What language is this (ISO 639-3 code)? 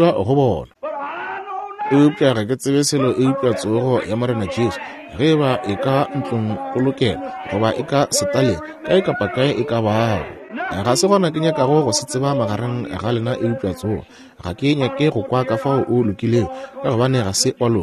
nso